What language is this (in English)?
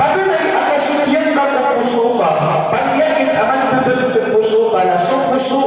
Maranao